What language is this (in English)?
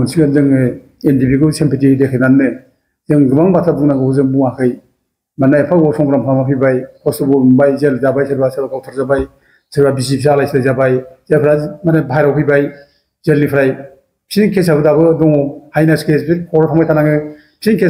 Bodo